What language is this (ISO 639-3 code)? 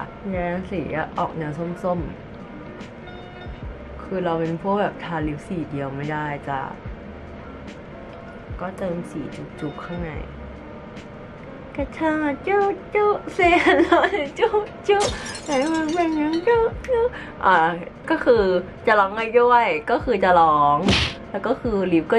tha